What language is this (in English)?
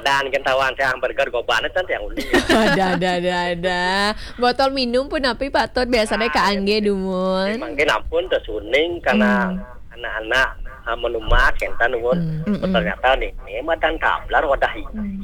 Balinese